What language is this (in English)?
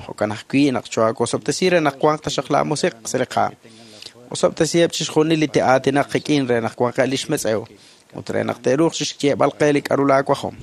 Kekchí